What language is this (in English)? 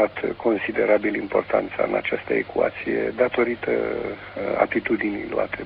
Romanian